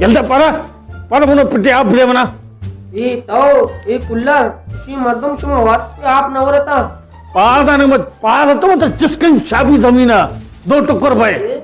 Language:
Baluchi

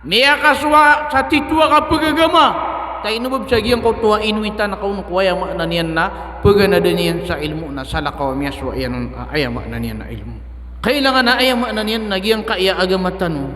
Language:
Maranao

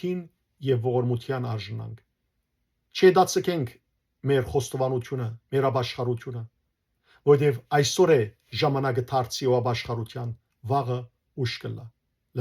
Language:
Western Armenian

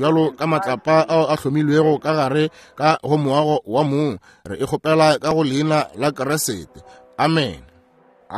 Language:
Northern Sotho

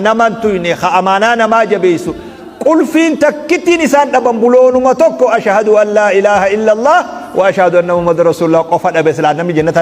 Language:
Oromo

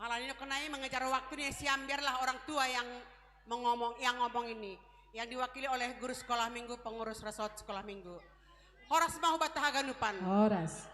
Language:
Batak Simalungun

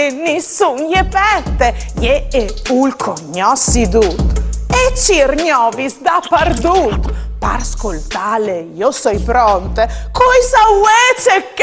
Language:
Friulian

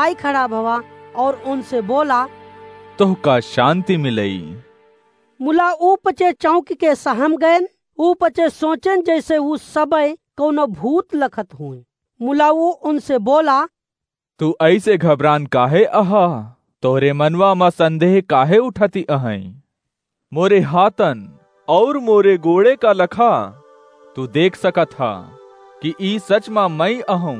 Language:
Awadhi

